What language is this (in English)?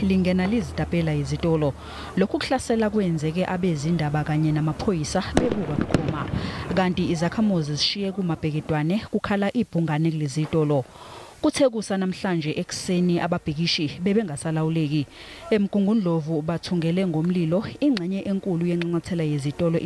Zulu